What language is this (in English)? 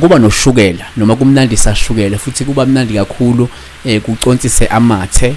Zulu